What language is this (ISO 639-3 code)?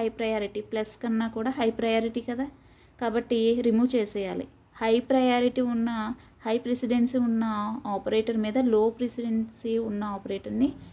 tel